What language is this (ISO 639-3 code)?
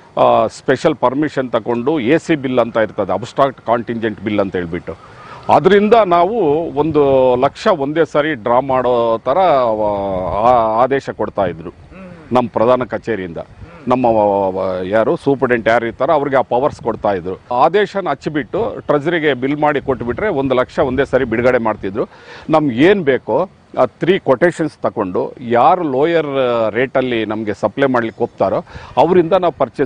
kan